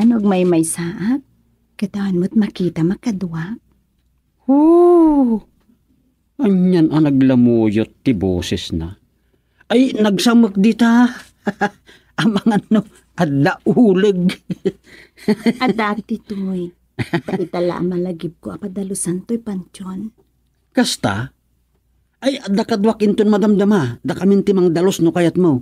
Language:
Iloko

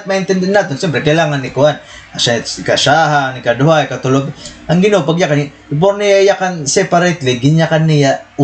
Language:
Waray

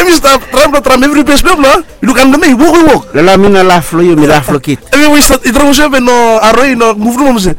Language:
Bislama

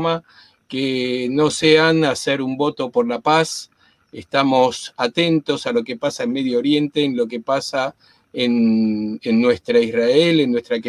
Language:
Ladino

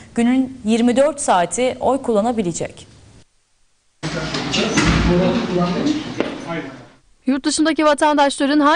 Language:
Turkish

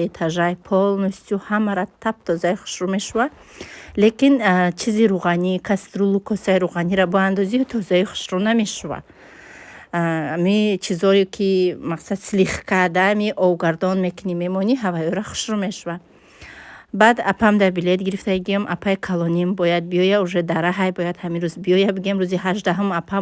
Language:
Tajik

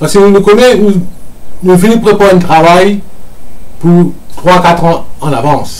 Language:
Morisyen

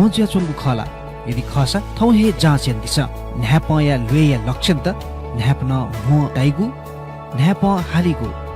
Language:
Newari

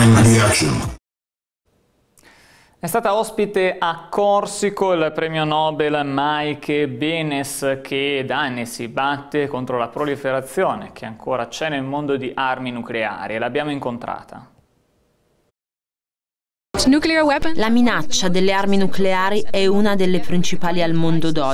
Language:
Italian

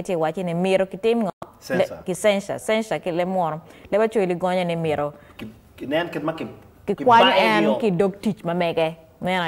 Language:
Acoli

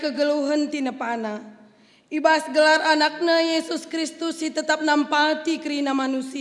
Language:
Batak Karo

